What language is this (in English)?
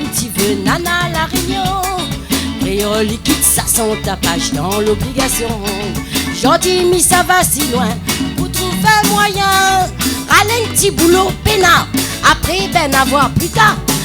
Réunion Creole French